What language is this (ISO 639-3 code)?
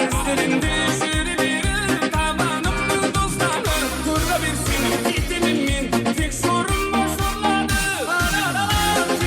kaa